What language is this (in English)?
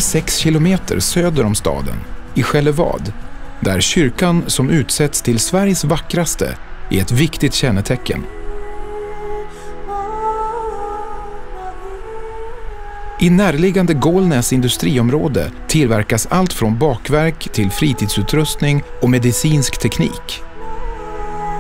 Swedish